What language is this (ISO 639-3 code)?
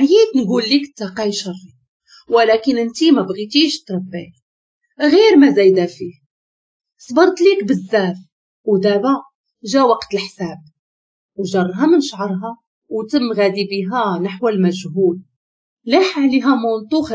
ary